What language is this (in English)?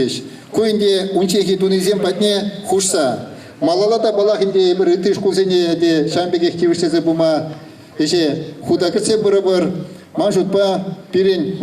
Chuvash